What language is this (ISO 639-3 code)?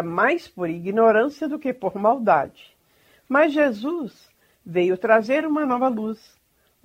por